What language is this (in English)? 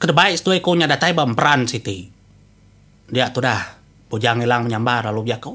Iban